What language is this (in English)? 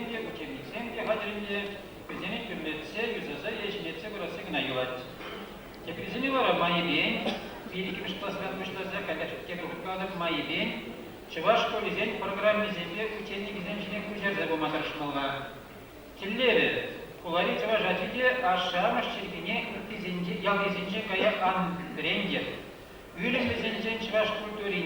Chuvash